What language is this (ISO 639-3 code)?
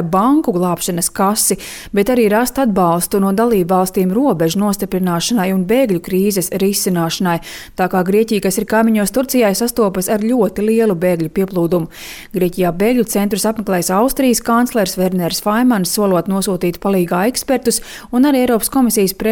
lav